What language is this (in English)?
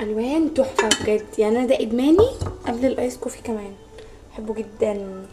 Egyptian Arabic